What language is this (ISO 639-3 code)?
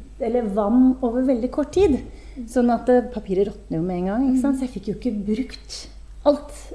nor